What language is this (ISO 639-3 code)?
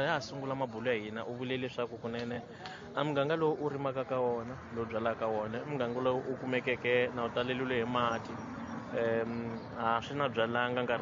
tso